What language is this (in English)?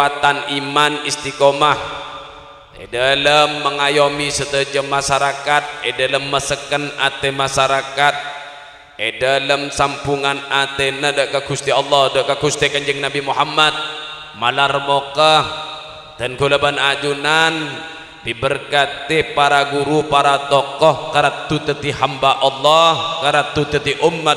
Madurese